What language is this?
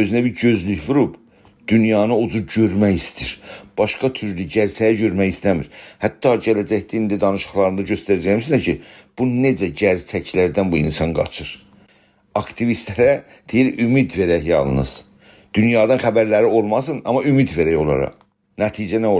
South Azerbaijani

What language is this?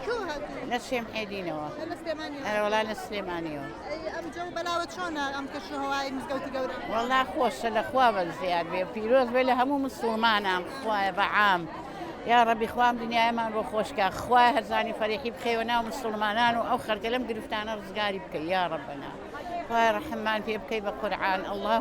Central Kurdish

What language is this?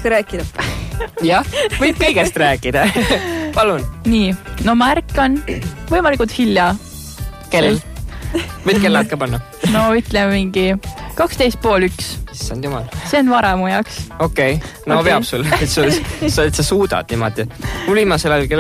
Estonian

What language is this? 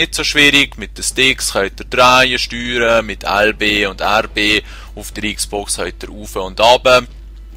Swiss German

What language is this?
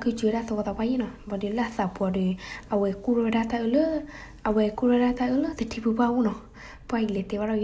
S'gaw Karen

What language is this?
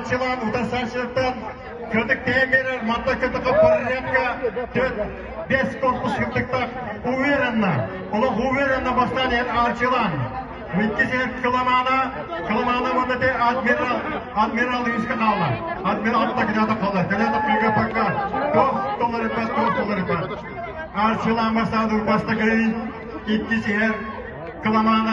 Yakut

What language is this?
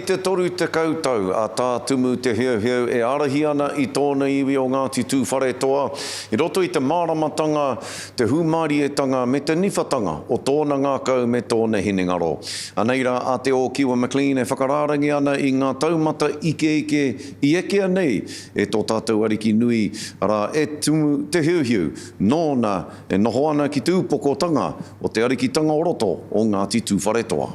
Māori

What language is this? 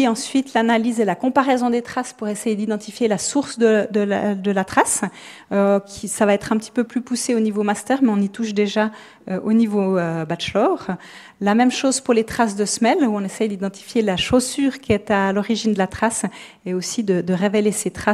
French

